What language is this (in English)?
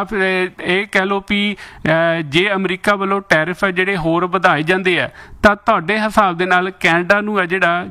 Punjabi